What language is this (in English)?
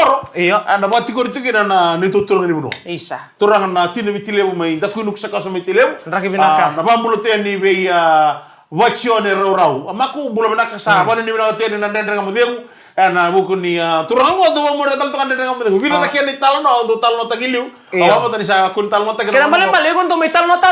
Fijian